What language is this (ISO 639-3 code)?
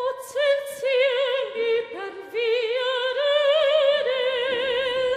roh